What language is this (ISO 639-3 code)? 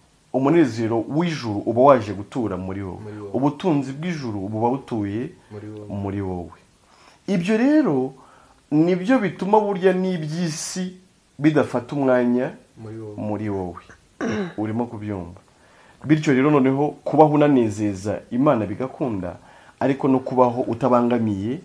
kin